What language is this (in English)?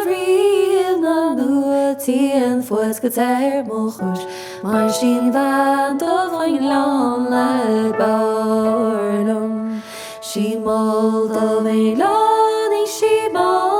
Irish